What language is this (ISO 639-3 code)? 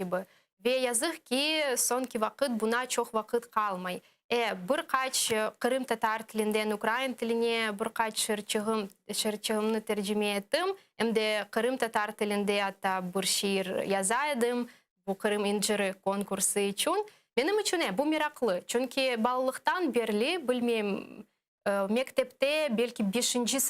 crh